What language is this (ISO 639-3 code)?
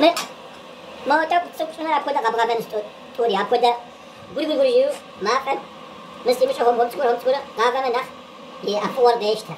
kbd